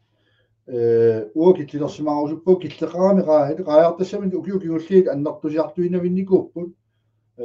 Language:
Kalaallisut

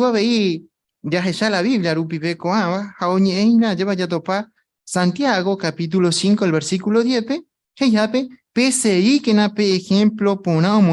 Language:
Guarani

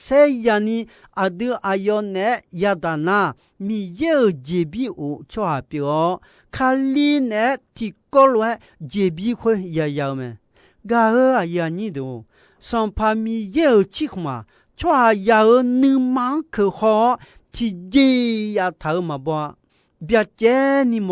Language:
Akha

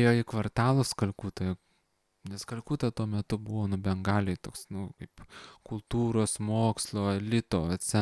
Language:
Lithuanian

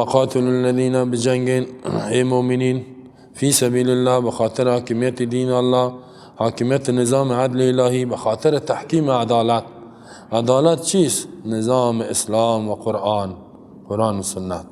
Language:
Persian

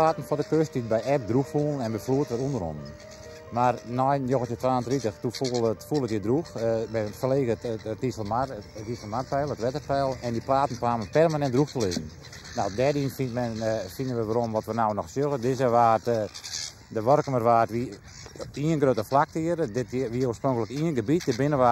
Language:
Western Frisian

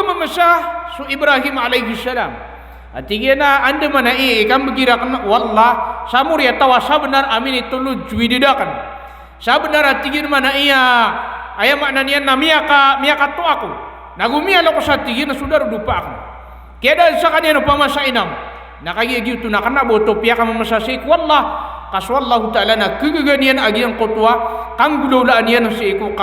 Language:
Maranao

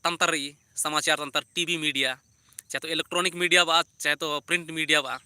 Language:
Kurukh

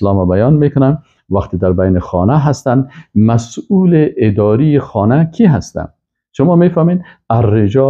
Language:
Persian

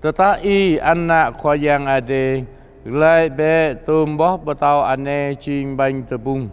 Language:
Jarai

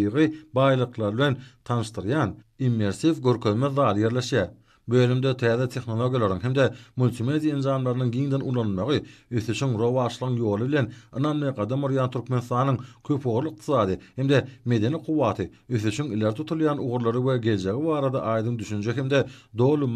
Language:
Turkmen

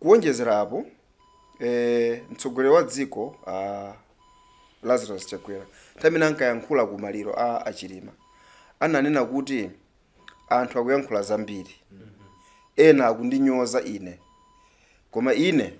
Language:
Nyanja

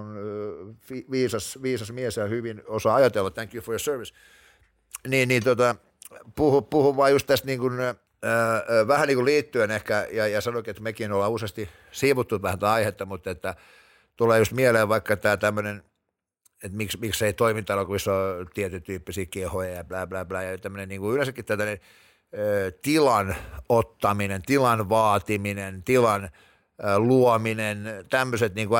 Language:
Finnish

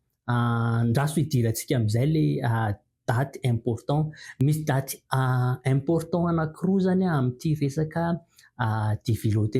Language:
Malagasy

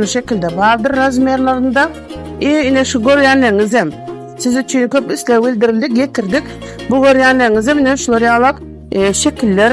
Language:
Turkmen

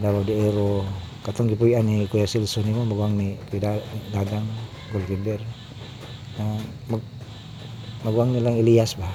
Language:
Cebuano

